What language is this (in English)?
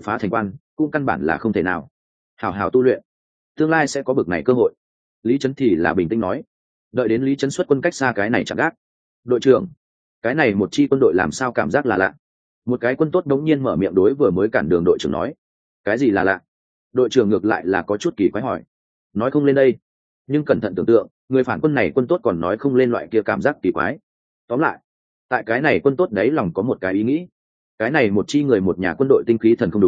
Vietnamese